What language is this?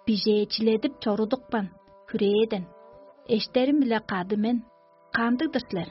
Tuvinian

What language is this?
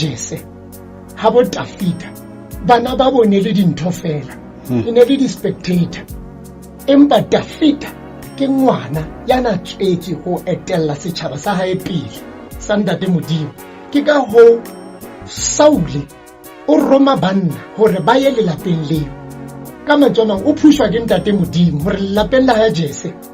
Southern Sotho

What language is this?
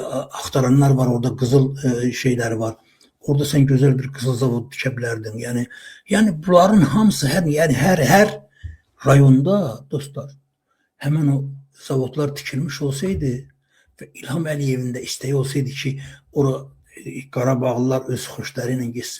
Azerbaijani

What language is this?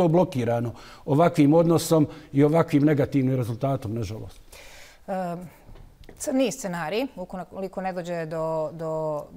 Bosnian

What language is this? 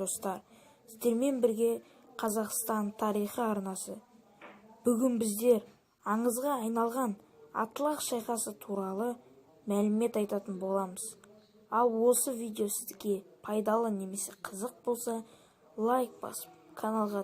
Kazakh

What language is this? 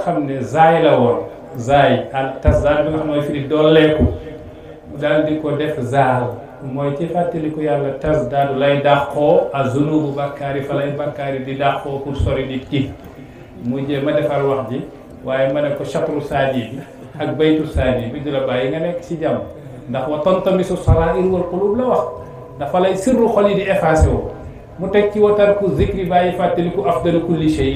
Wolof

